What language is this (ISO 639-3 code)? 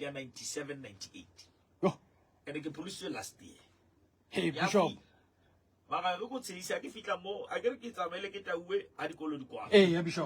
sot